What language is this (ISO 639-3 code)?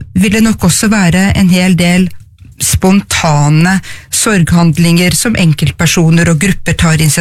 nor